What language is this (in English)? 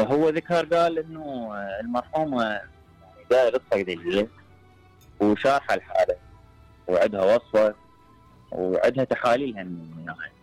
Mesopotamian Arabic